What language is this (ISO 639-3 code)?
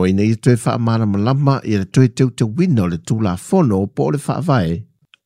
smo